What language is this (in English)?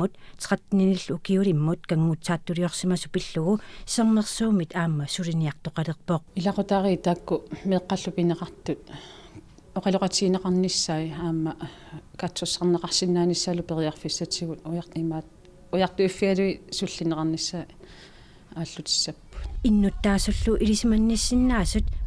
Kalaallisut